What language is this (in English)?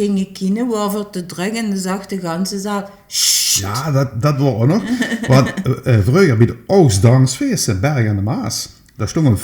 Limburgish